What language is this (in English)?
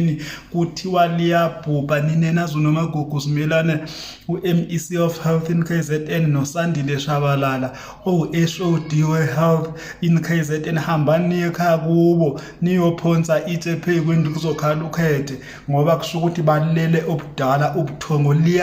Zulu